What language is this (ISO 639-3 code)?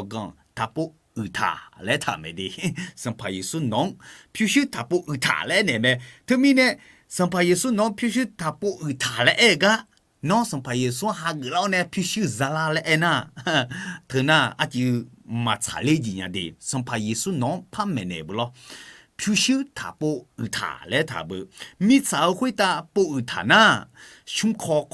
ahk